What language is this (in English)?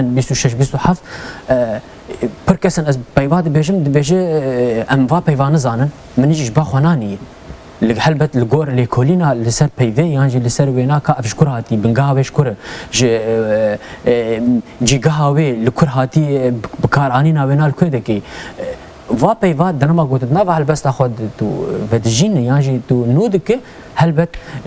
Kurdish